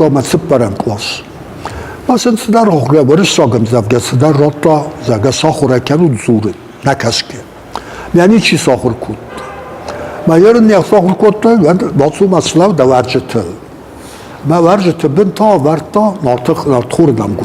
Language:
Ossetic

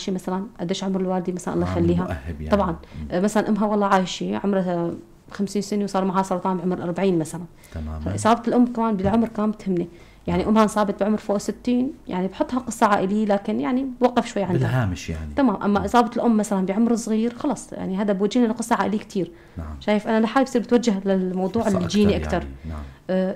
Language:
North Levantine Arabic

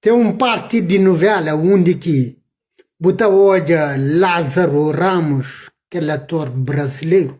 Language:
Kabuverdianu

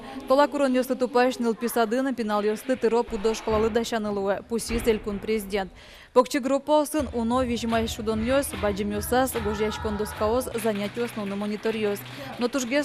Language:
Udmurt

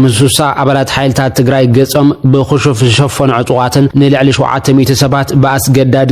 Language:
Tigrinya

